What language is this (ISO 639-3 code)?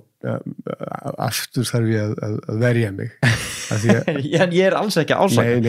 isl